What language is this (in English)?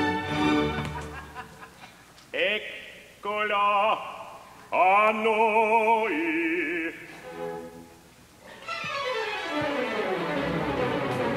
Italian